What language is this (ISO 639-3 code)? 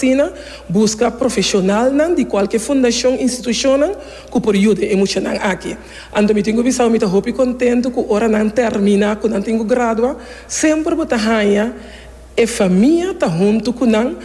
pap